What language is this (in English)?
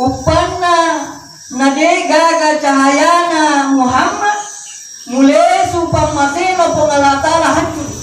Buginese